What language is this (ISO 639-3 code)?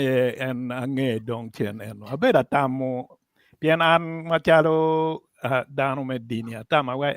ach